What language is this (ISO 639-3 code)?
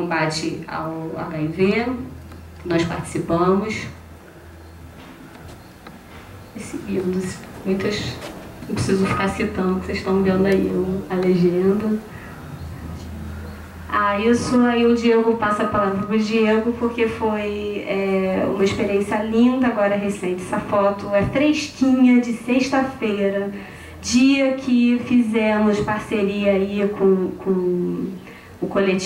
por